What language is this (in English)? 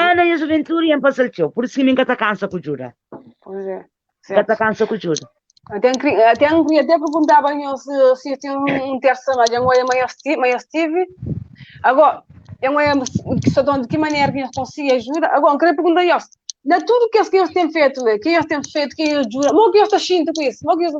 Kabuverdianu